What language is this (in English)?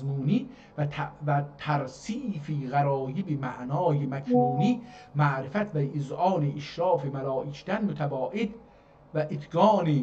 South Azerbaijani